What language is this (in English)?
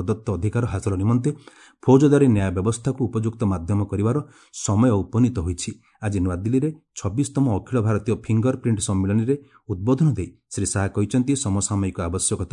Odia